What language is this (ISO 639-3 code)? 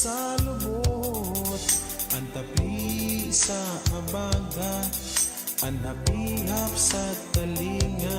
bik